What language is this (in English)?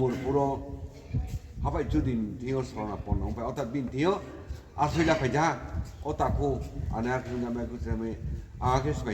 Riang (India)